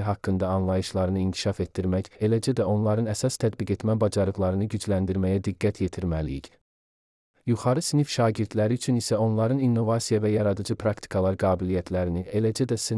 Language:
Azerbaijani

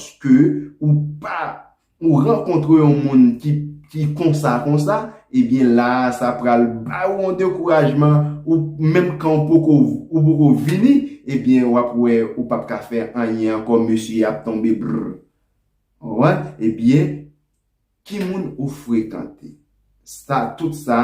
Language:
Haitian Creole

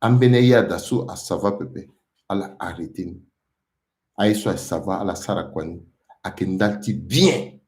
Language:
Sango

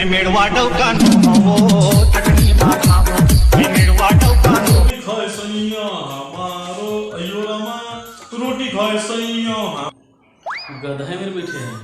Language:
Chhattisgarhi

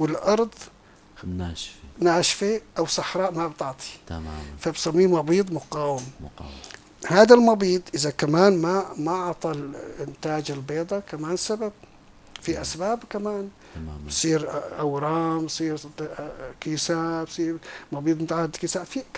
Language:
North Levantine Arabic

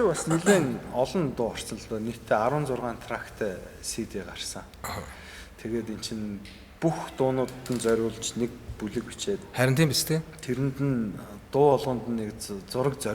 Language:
Mongolian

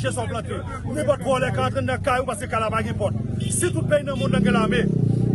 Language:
Haitian Creole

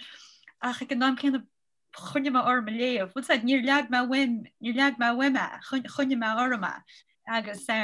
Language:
Irish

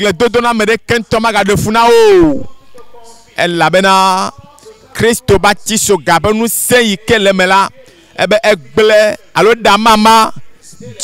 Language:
Ewe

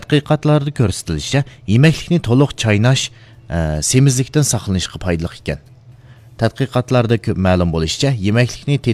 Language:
Uyghur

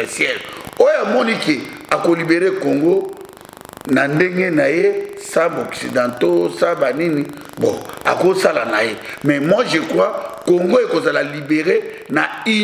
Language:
Lingala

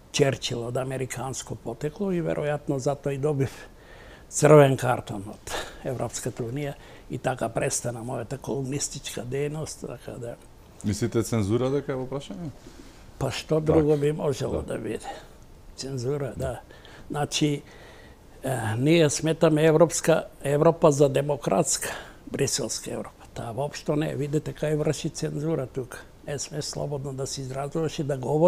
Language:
Macedonian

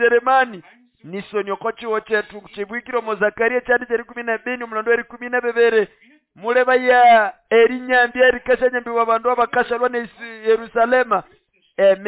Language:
Nande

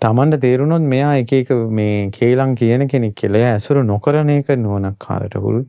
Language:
Sinhala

